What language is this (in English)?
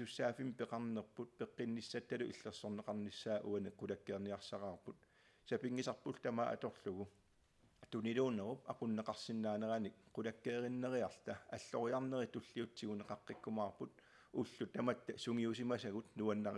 Kalaallisut